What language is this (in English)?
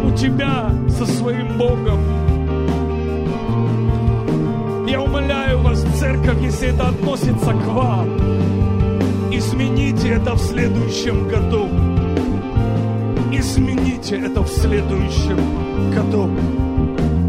Russian